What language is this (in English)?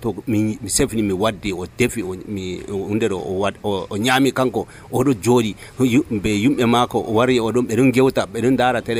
Nigerian Fulfulde